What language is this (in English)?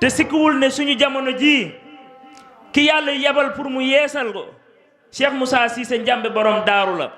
Wolof